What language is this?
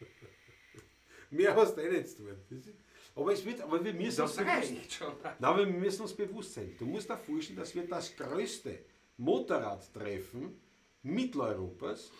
Bavarian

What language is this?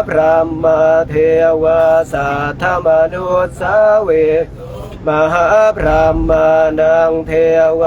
Pali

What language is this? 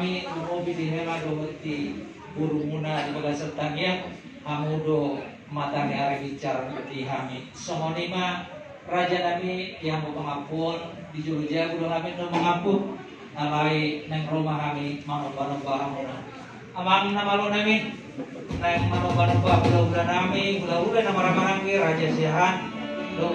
Batak Toba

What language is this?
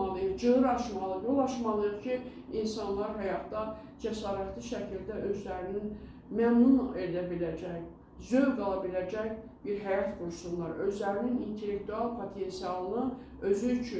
Azerbaijani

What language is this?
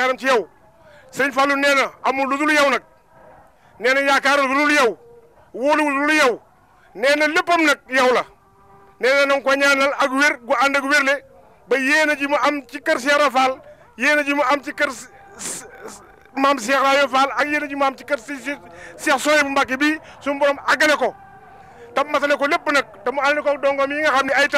Wolof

